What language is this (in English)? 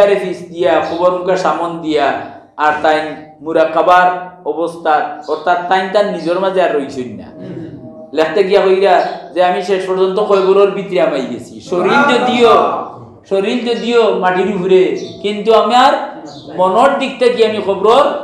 Sylheti